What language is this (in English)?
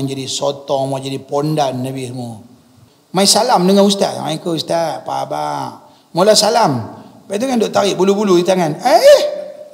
Malay